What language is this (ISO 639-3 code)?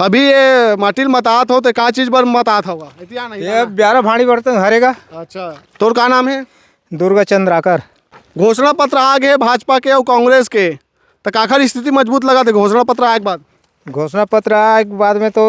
hne